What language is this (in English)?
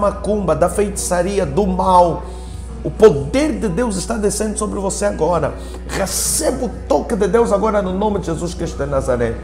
Portuguese